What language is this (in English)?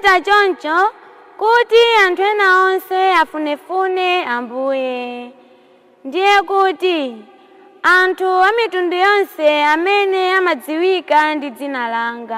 Nyanja